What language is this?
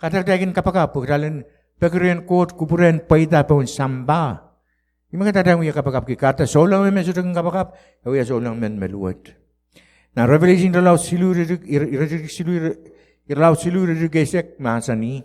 Pohnpeian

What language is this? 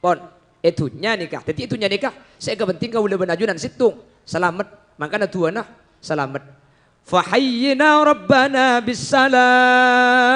Madurese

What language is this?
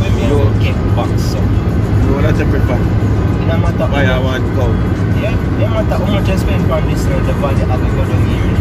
Jamaican Creole English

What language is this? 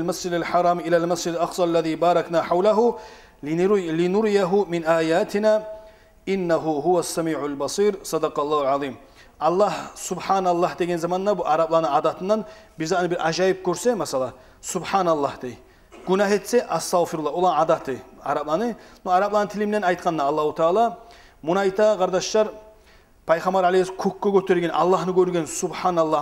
Kumyk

